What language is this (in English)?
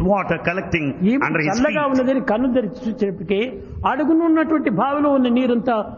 Telugu